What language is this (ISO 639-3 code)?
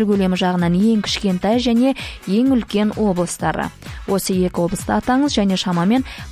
kaz